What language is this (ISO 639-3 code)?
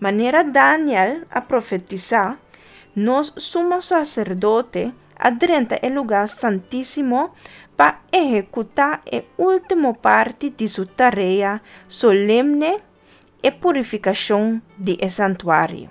pap